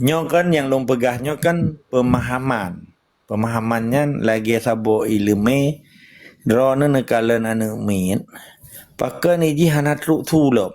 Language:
Achinese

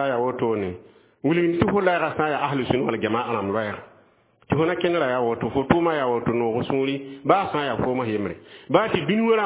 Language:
Mossi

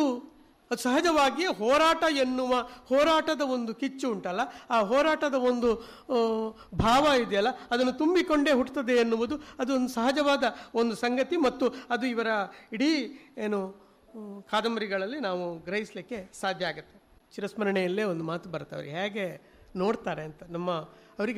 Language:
Kannada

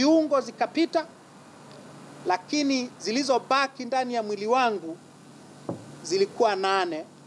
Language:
Swahili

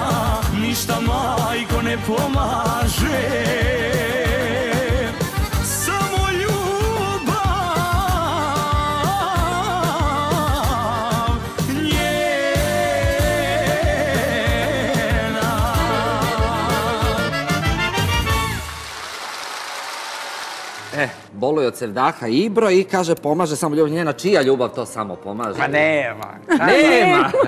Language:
Bosnian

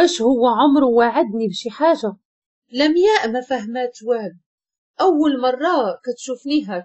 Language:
Moroccan Arabic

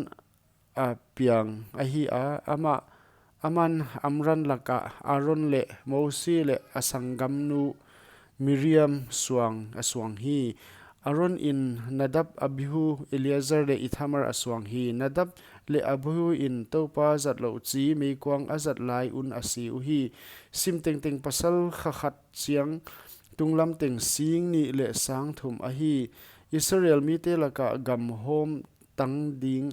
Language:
Paite Chin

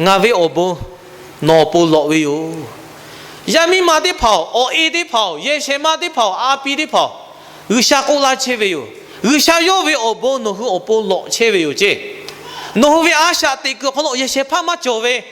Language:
Lahu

